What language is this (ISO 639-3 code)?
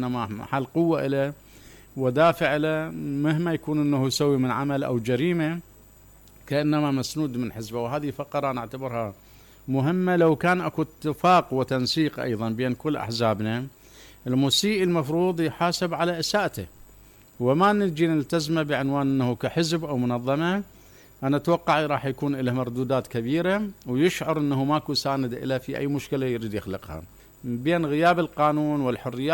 acm